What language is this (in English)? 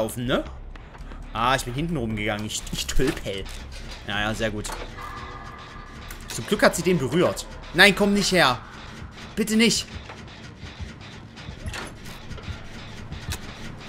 German